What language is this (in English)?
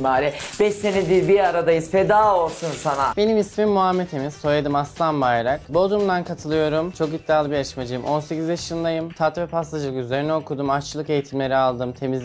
Turkish